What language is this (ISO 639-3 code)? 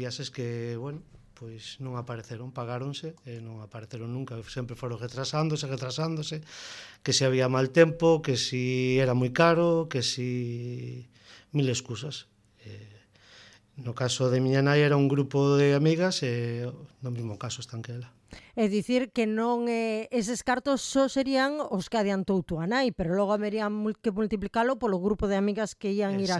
glg